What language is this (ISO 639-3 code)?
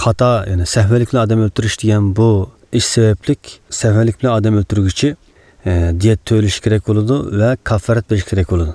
uig